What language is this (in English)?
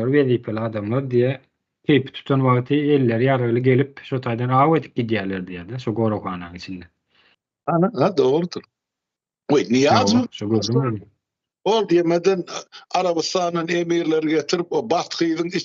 Turkmen